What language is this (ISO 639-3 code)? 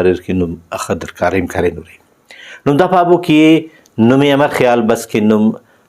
brh